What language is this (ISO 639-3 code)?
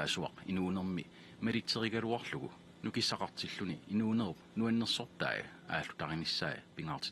kal